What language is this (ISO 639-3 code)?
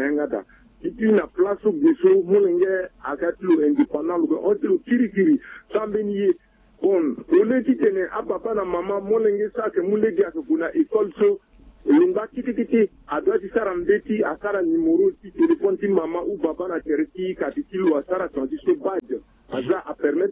sag